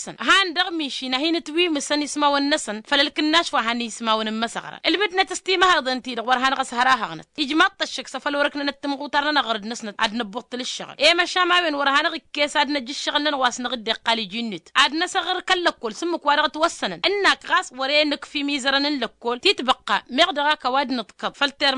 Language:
Tamasheq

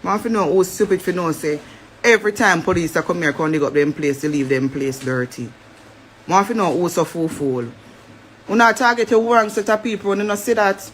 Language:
Jamaican Creole English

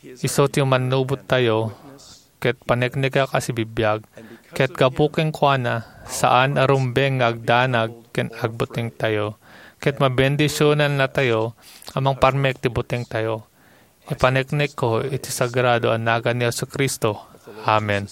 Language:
Iloko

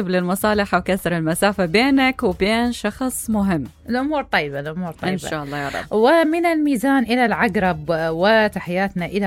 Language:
Mesopotamian Arabic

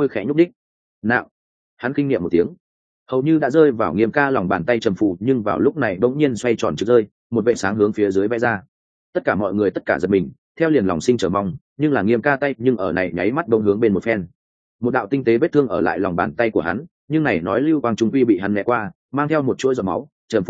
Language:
Vietnamese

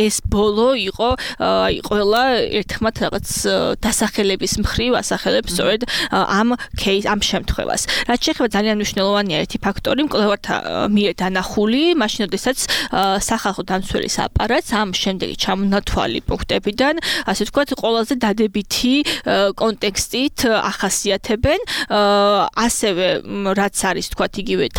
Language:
Georgian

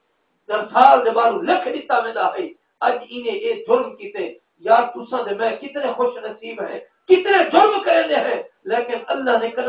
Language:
Saraiki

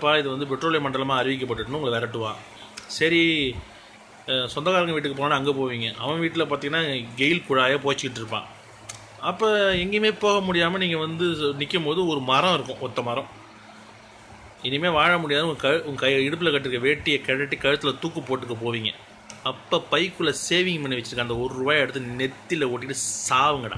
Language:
Tamil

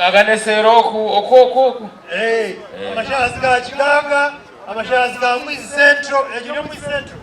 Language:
Nyankole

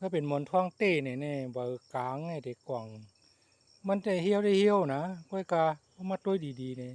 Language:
Shan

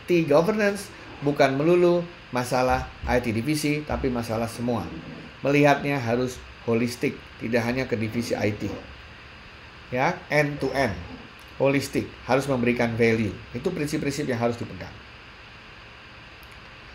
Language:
Indonesian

